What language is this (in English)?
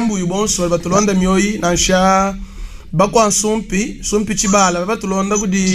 Luba-Lulua